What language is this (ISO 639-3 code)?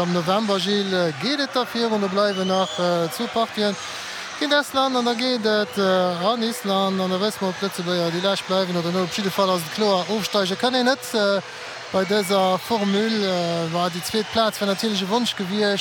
ltz